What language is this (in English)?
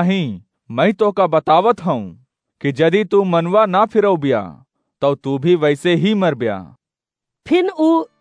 Awadhi